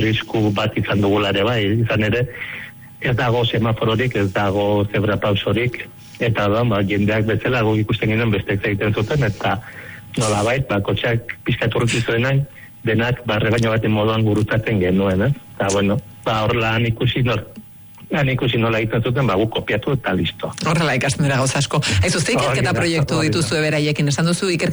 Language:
Basque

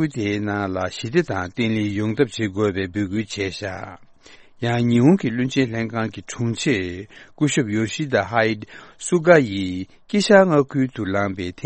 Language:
Tibetan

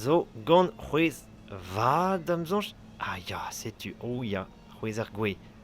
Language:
Breton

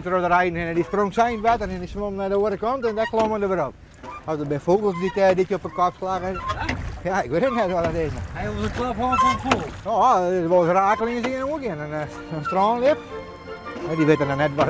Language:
Western Frisian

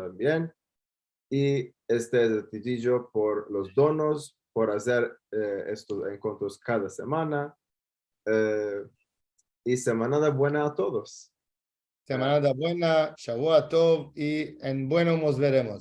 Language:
Ladino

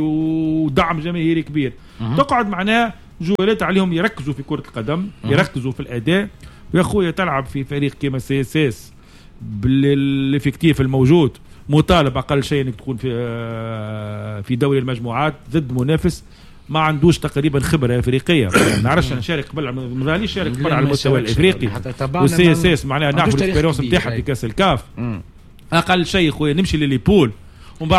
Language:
Tunisian Arabic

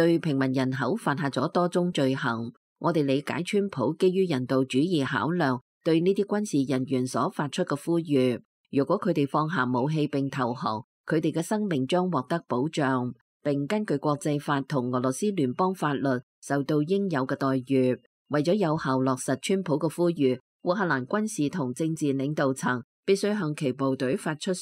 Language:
Cantonese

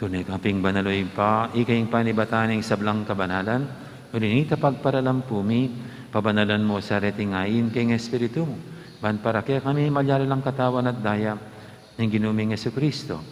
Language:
Pampanga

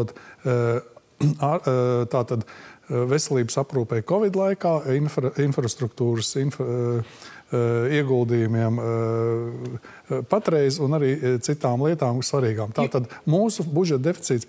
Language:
Latvian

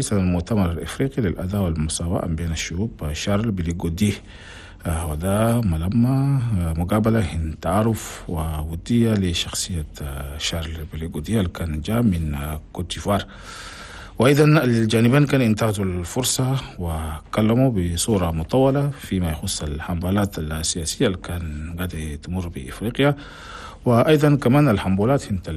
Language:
Chadian Arabic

